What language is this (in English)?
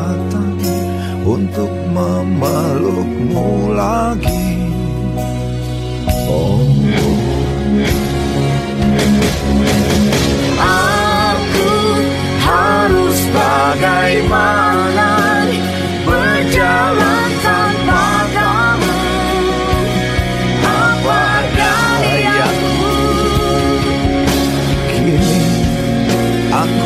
Indonesian